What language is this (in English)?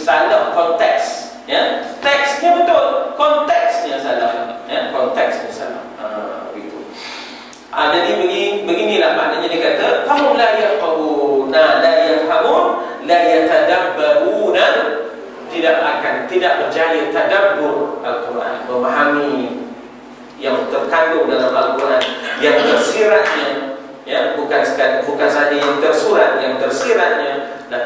Malay